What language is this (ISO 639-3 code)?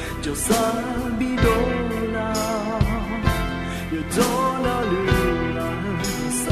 ahk